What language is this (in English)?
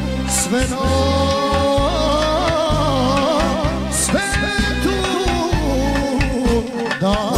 Serbian